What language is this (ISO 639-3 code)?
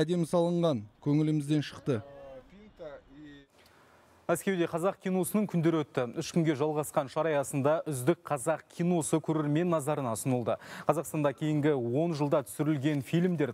kaz